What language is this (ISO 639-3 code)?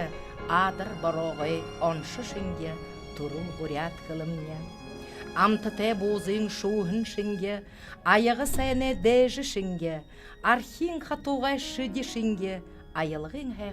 bua